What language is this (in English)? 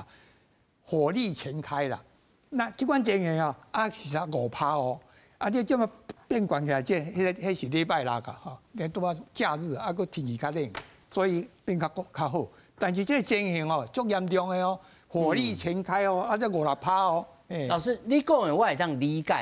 Min Nan Chinese